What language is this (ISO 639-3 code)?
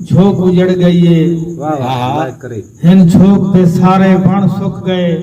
skr